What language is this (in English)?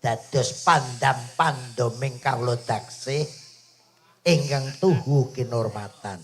Javanese